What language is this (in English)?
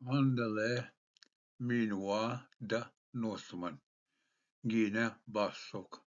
Ojibwa